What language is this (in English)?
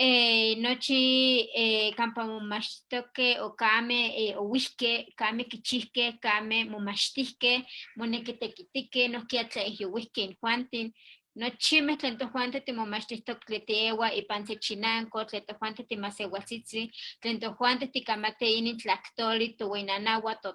Eastern Huasteca Nahuatl